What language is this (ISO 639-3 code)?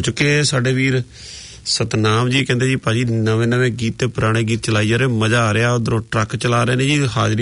pan